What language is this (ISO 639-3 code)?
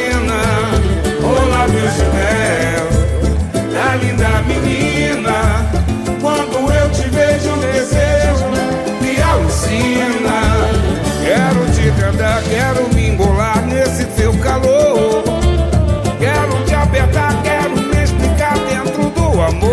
por